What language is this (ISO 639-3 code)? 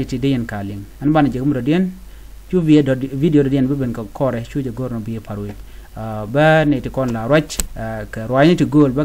nus